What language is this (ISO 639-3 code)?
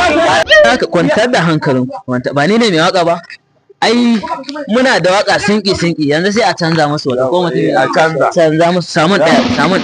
hau